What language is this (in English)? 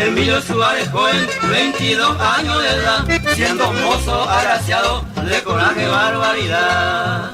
Guarani